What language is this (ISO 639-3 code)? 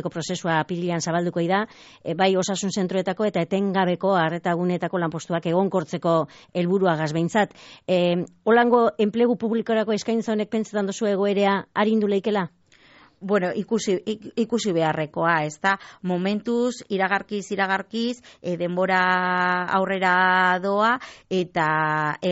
eus